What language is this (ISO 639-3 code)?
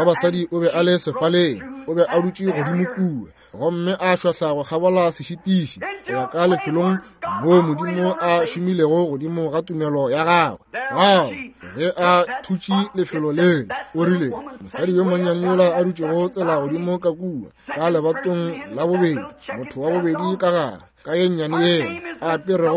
nso